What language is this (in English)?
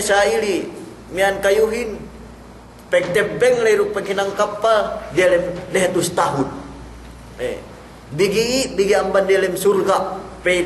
Yakan